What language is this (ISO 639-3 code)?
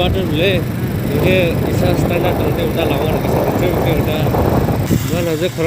trp